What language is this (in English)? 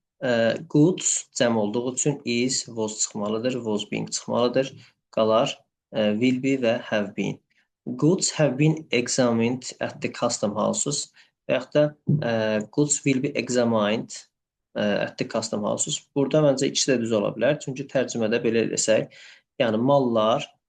Azerbaijani